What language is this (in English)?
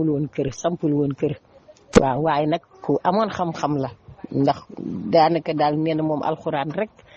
Wolof